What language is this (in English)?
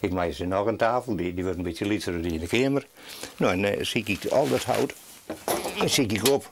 Western Frisian